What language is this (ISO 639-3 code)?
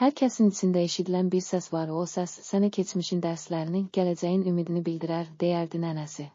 aze